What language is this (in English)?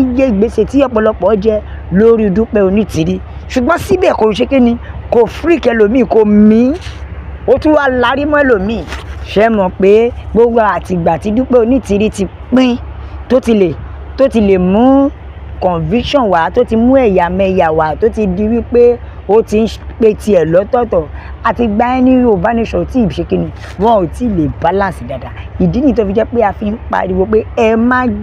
Yoruba